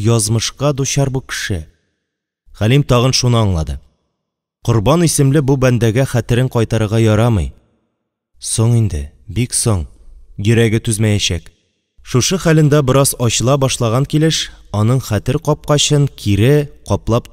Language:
Tatar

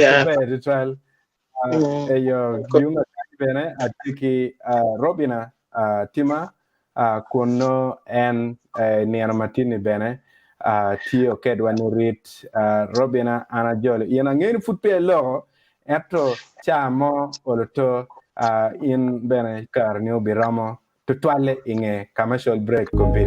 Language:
Acoli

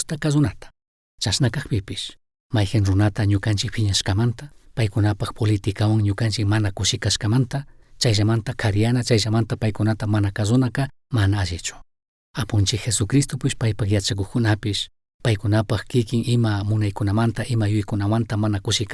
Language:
Chimborazo Highland Quichua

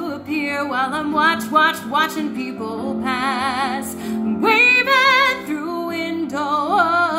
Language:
English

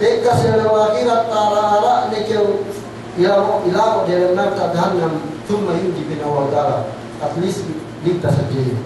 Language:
Yakan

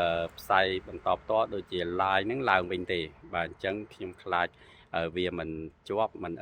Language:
Khmer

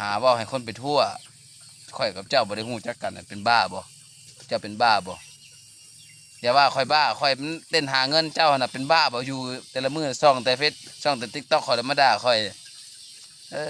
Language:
Lao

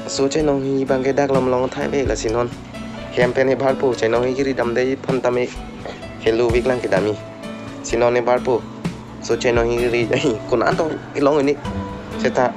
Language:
Karbi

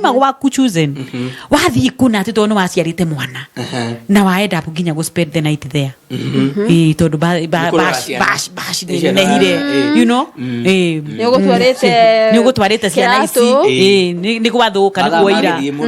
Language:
Kikuyu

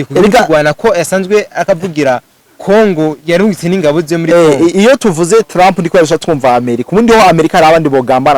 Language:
Rundi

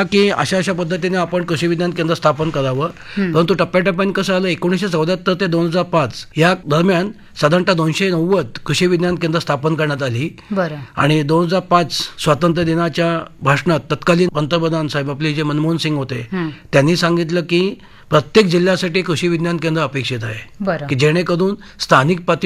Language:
Marathi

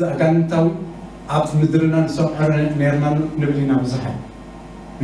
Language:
Tigrinya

